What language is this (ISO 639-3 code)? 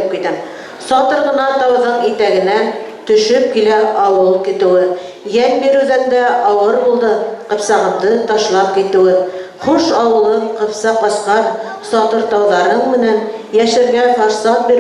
bak